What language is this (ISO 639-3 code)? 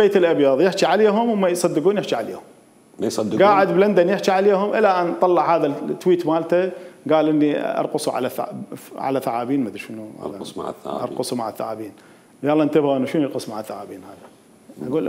acm